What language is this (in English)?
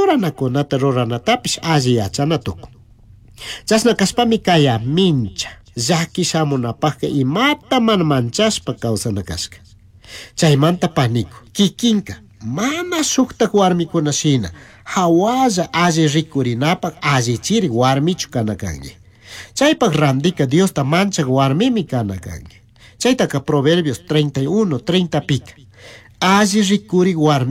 Chimborazo Highland Quichua